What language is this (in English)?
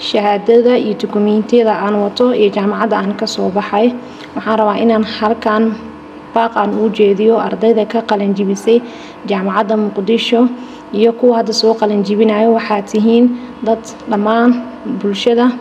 Somali